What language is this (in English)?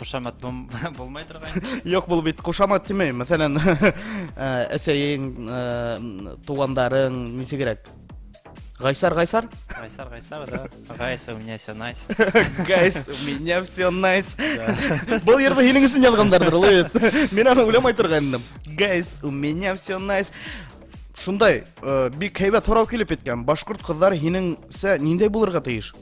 Bashkir